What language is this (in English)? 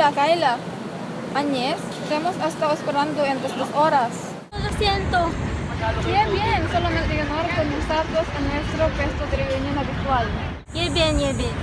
Aragonese